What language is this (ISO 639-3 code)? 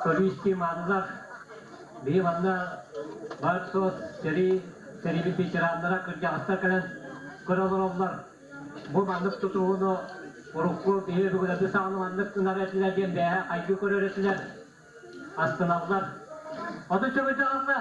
sah